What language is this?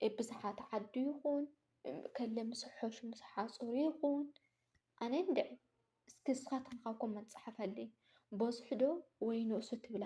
Tigrinya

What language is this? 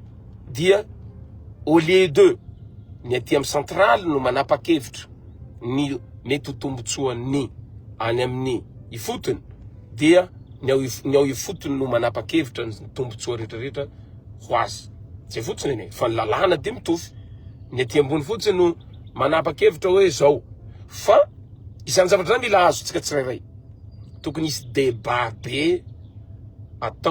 Malagasy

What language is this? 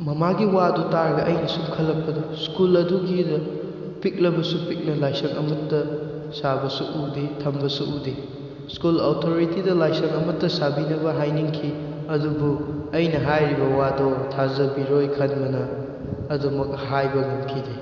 Manipuri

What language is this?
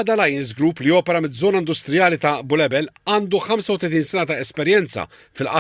Maltese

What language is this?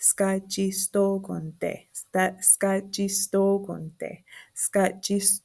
Mohawk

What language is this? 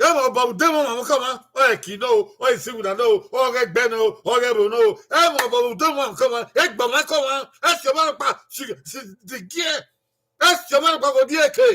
Bini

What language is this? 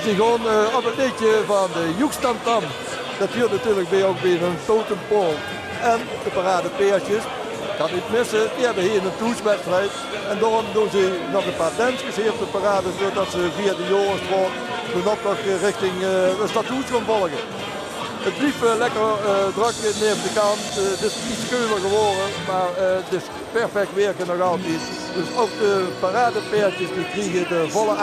Limburgish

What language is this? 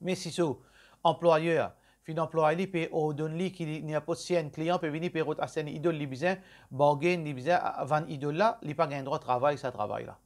Morisyen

